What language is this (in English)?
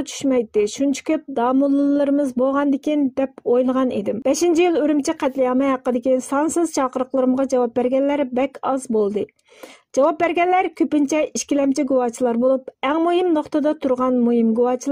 Uyghur